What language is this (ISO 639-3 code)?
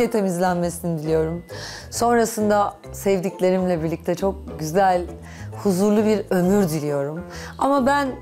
tur